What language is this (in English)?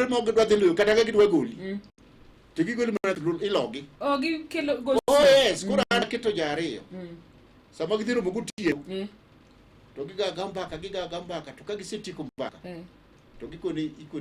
Luo (Kenya and Tanzania)